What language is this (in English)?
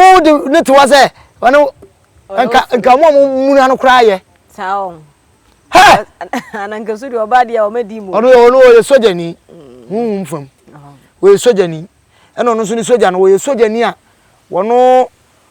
Akan